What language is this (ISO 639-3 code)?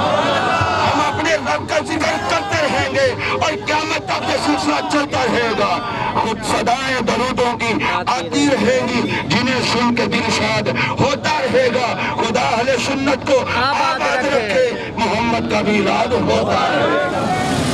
urd